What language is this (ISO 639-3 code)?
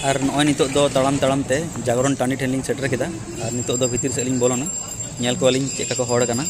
sat